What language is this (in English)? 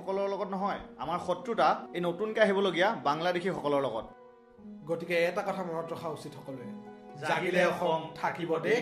Assamese